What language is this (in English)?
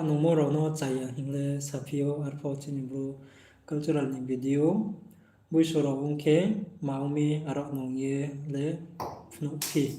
Riang (India)